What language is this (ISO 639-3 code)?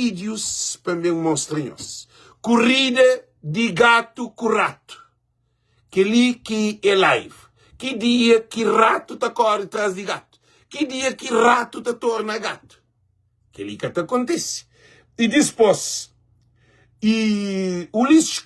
kea